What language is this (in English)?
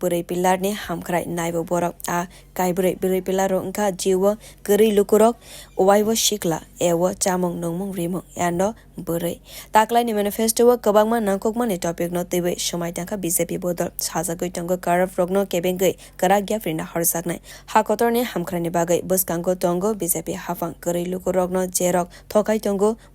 Kok Borok